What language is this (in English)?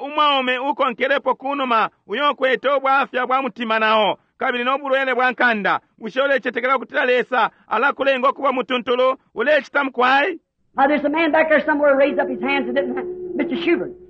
Bemba